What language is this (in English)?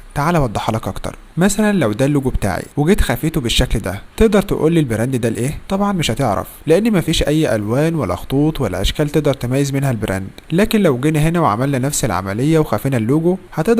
Egyptian Arabic